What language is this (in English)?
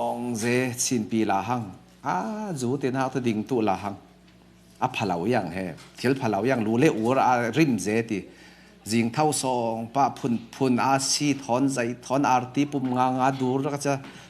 Falam Chin